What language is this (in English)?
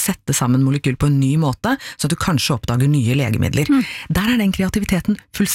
Norwegian